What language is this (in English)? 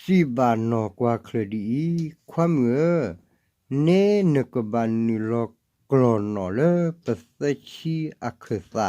S'gaw Karen